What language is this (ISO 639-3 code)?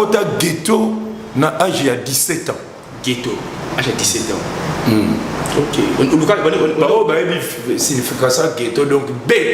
lin